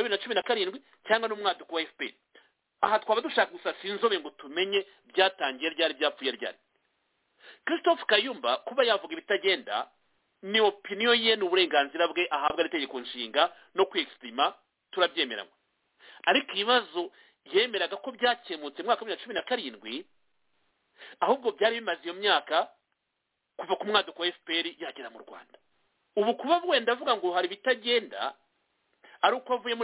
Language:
Kinyarwanda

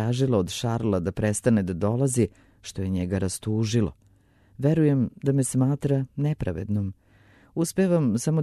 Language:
Serbian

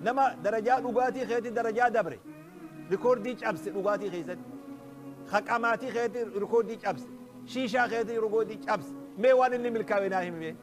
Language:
Oromo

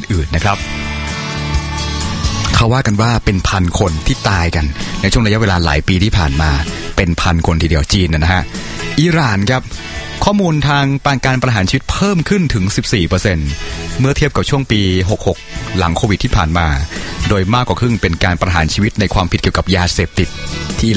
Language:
Thai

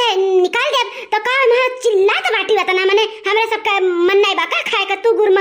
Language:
Awadhi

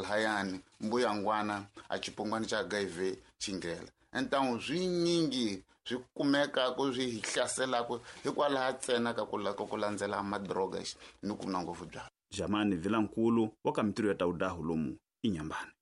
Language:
Tsonga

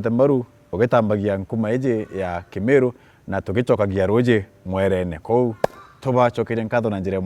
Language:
Meru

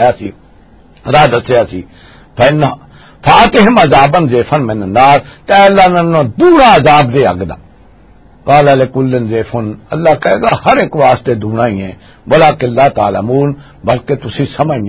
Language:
Western Panjabi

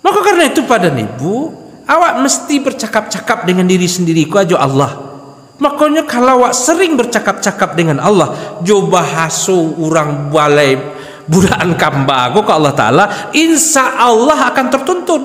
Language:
Minangkabau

